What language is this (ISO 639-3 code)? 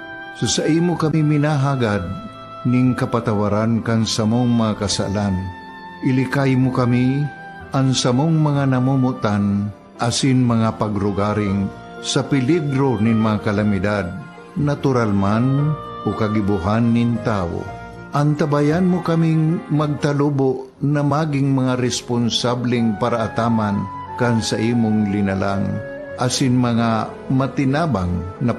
bik